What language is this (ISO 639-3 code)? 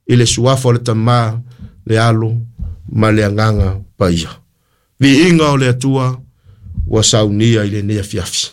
smo